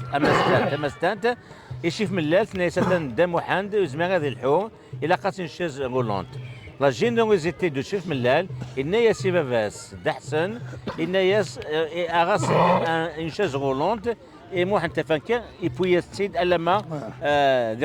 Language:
Kabyle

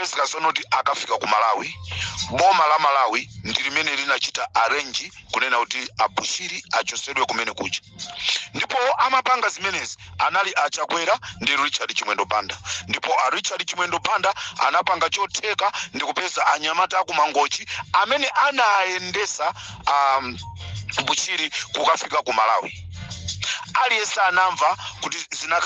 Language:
Nyanja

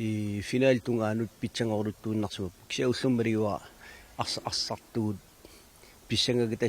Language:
Kalaallisut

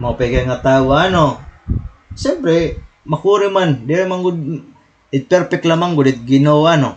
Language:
Waray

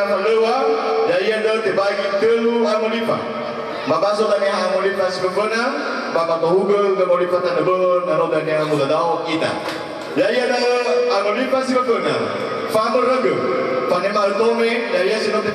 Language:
Nias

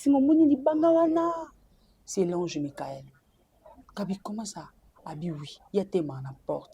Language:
Lingala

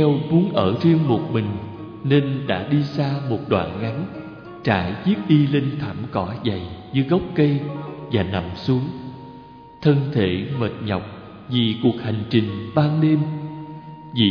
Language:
Vietnamese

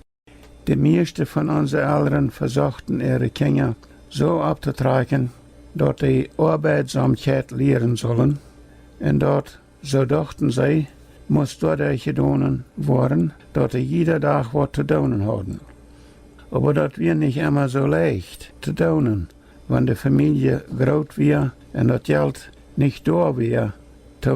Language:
Plautdietsch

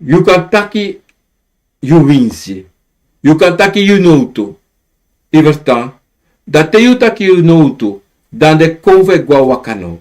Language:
Sranan Tongo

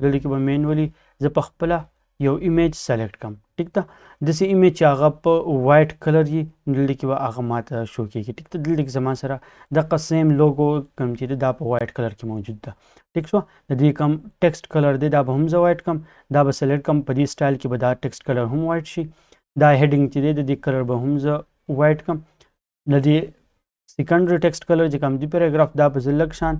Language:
Pashto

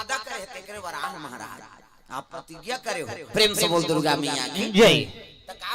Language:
Chhattisgarhi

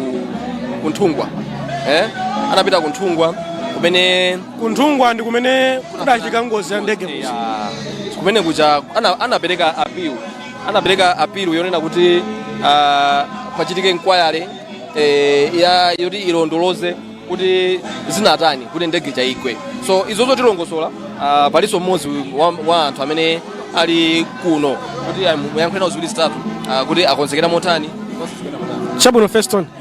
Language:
Nyanja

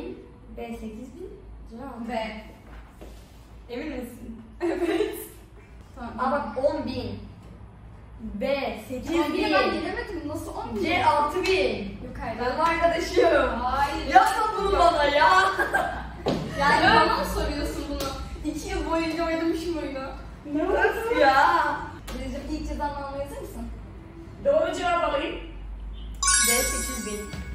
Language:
Turkish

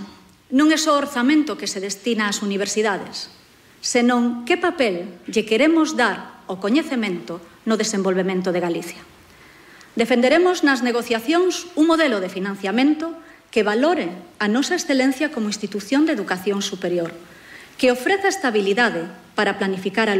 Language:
Galician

